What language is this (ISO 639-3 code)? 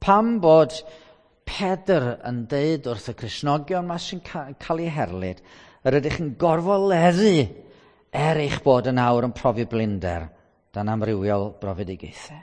cym